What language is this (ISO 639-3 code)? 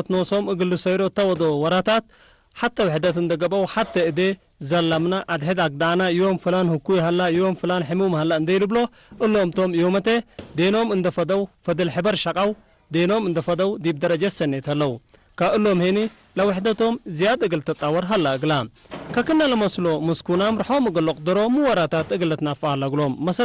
tig